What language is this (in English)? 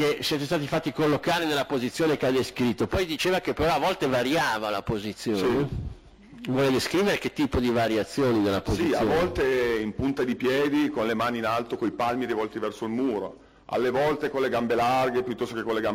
Italian